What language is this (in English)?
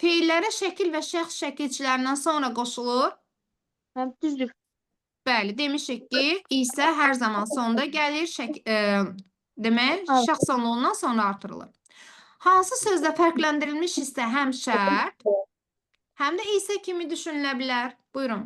Azerbaijani